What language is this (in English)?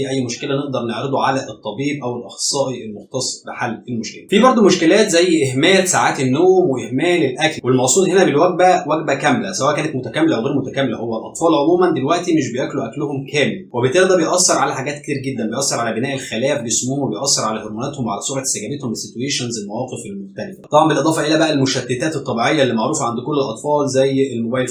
Egyptian Arabic